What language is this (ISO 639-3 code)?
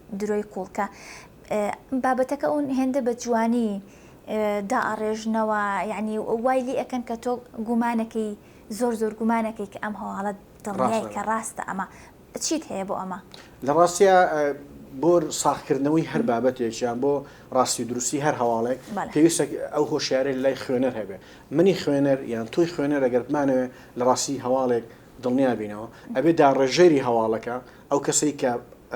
ckb